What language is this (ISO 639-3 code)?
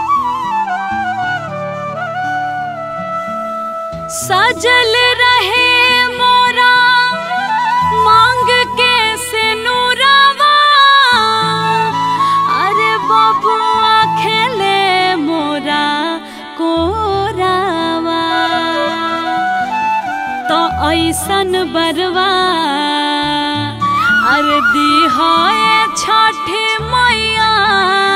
bho